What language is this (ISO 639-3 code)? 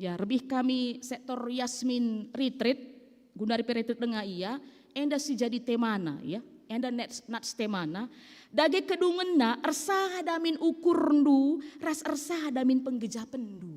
btx